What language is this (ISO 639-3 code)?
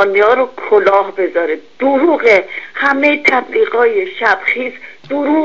fas